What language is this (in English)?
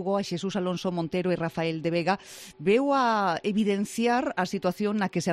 Galician